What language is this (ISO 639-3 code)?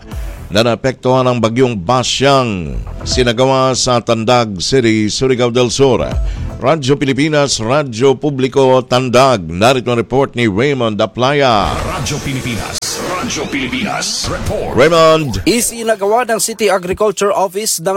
fil